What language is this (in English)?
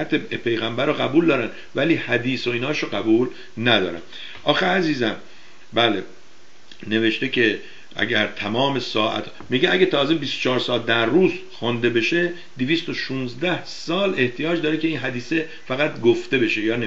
Persian